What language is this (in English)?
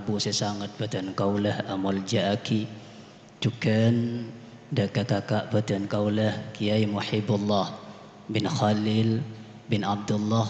Madurese